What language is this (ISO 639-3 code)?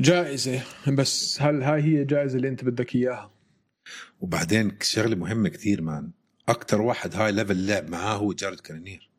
apc